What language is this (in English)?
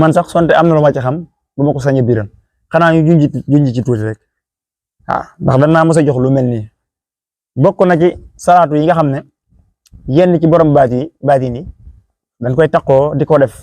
Wolof